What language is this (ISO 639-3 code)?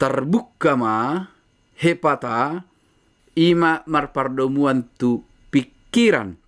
bbc